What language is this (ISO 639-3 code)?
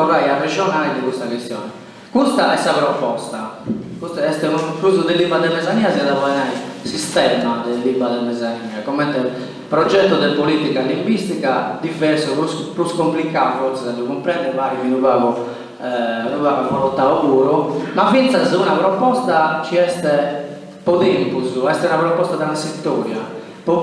srd